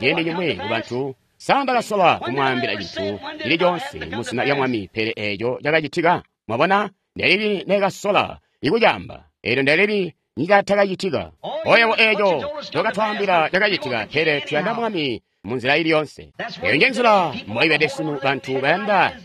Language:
Tonga (Zambia)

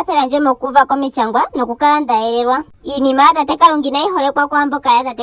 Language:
Ndonga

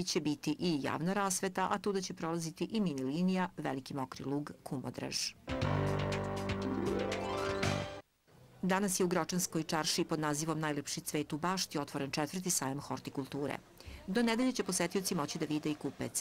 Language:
Serbian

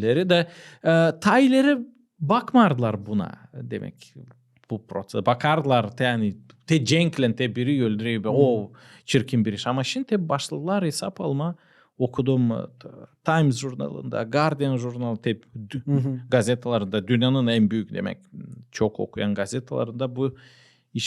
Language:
Gagauz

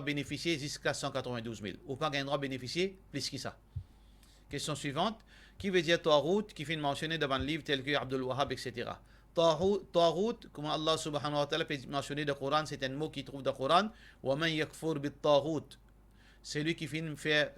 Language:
Morisyen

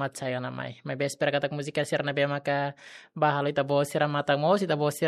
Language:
Tetum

